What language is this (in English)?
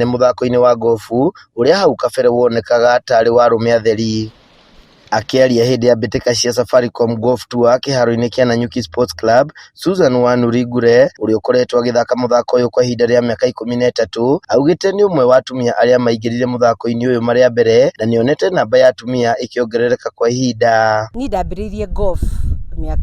Kikuyu